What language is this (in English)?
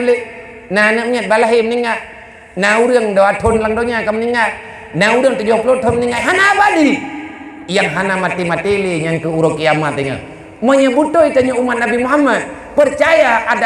Achinese